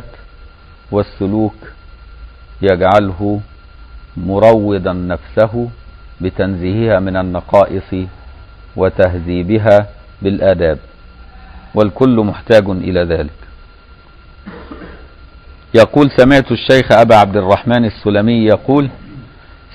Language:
Arabic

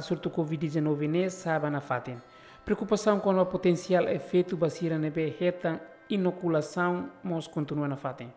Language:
Tetum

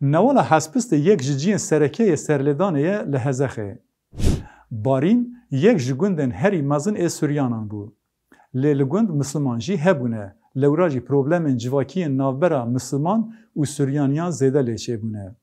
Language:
Kurdish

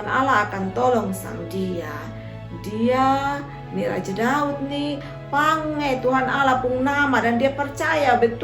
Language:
Kupang Malay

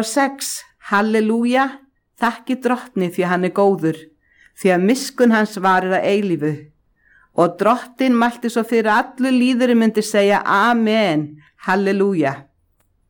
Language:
Icelandic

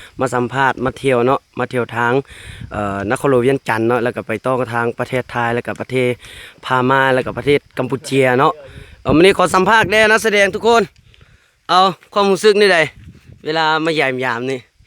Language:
Lao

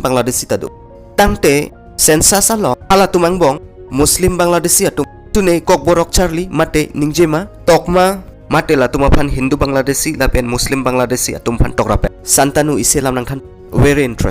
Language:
Karbi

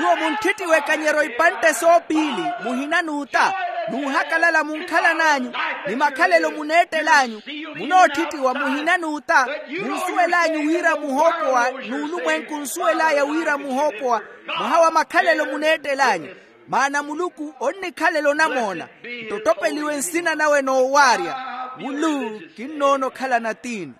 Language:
Makhuwa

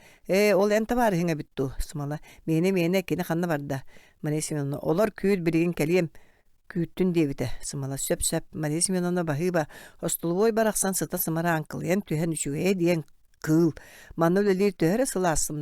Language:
Yakut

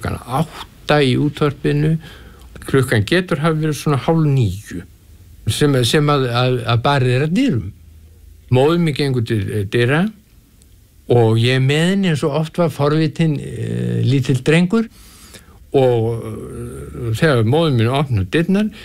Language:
Icelandic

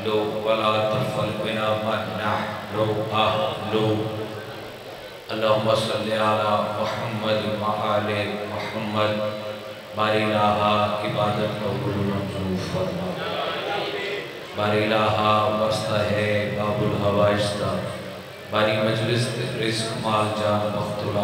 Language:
Urdu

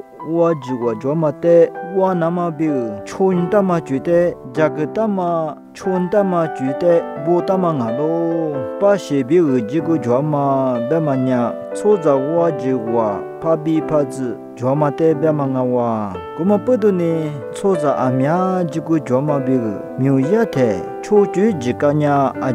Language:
Lisu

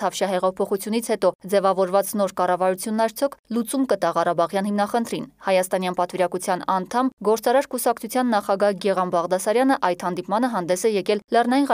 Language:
Armenian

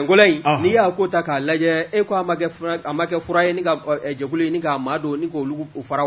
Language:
Bambara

